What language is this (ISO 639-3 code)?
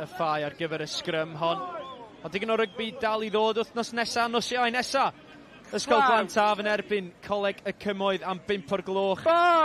cym